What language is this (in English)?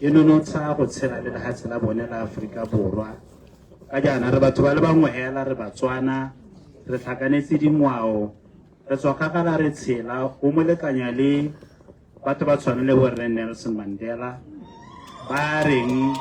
Tswana